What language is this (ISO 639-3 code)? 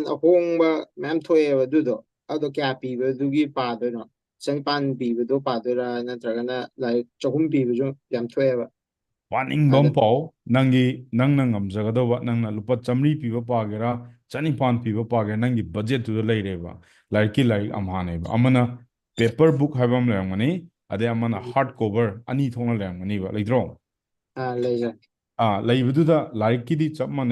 mni